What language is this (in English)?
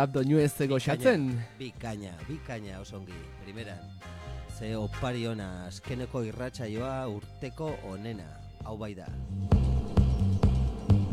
Basque